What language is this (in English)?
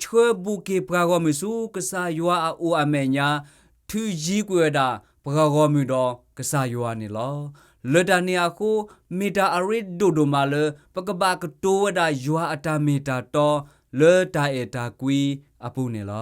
S'gaw Karen